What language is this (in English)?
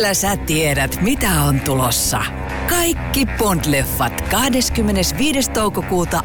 Finnish